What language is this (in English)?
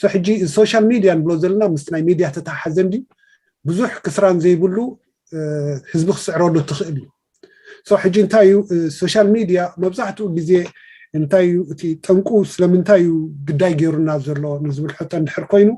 Tigrinya